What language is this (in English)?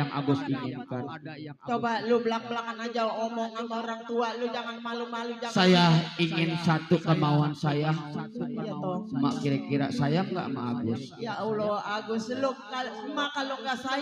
Betawi